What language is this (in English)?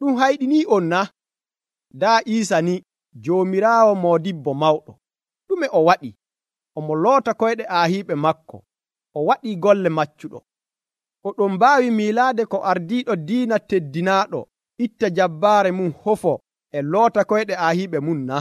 Nigerian Fulfulde